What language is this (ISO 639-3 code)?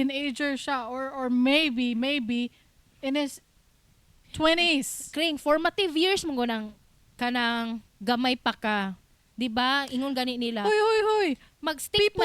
ceb